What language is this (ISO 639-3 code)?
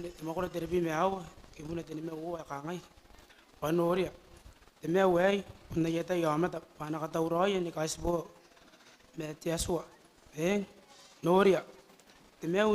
gil